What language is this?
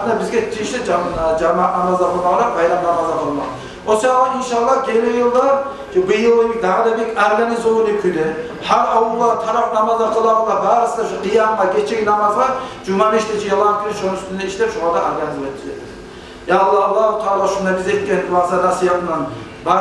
Kumyk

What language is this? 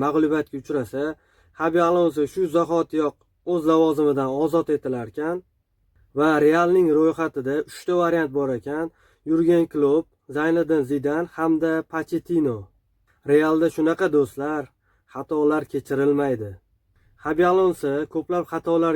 Uzbek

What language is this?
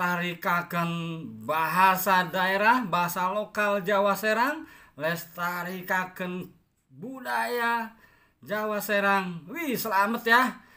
Indonesian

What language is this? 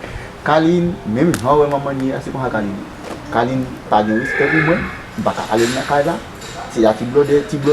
Haitian Creole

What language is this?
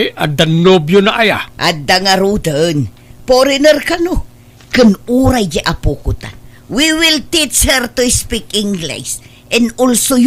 Iloko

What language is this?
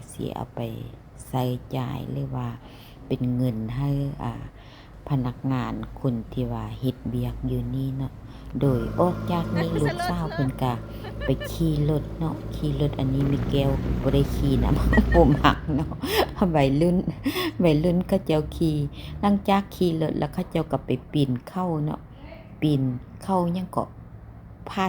Lao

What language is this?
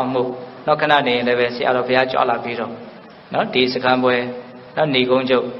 Burmese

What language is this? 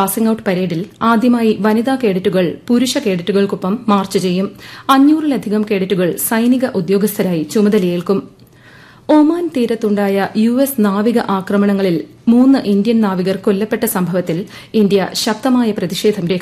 Malayalam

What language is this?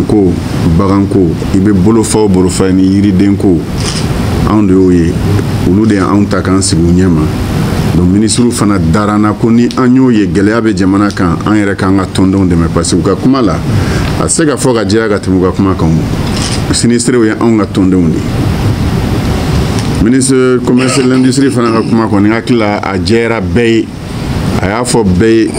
Bambara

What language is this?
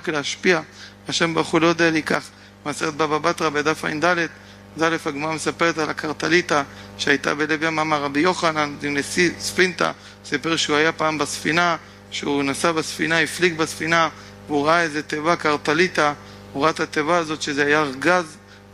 Hebrew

